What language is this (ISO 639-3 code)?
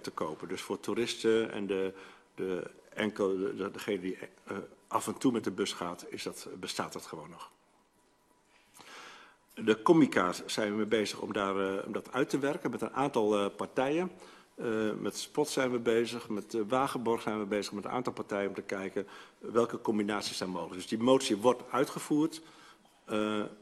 nld